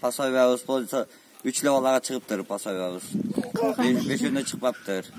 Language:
Kyrgyz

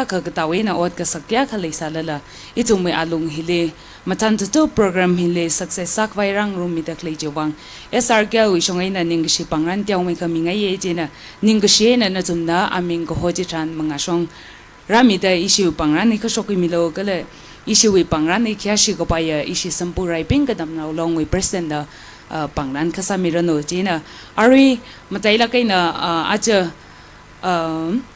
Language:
Tangkhul Naga (India)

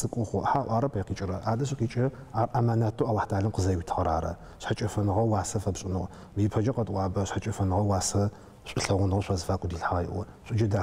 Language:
Adyghe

